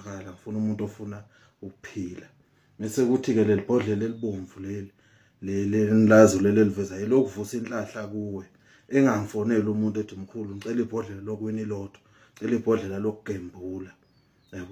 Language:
Zulu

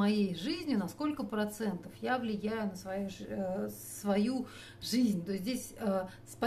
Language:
Russian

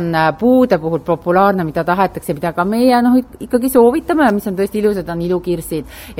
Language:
Estonian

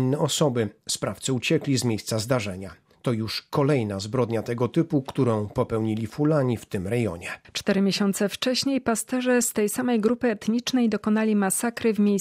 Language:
Polish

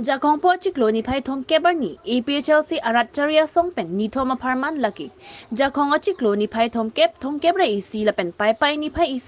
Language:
Karbi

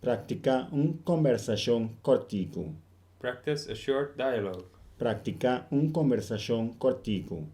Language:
Papiamento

